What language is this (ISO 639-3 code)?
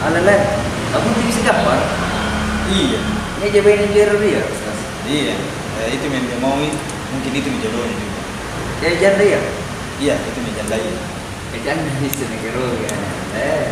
mfp